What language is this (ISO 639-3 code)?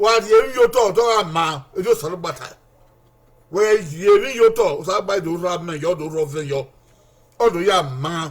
bin